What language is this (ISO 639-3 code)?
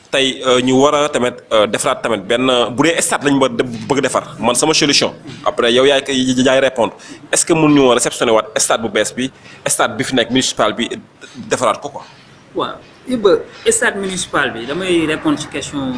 wol